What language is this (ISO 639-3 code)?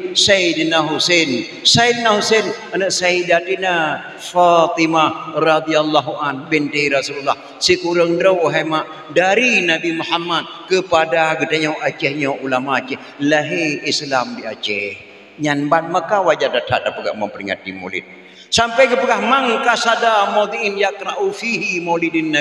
ace